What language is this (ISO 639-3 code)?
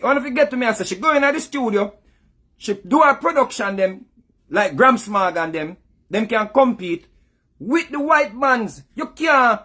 jam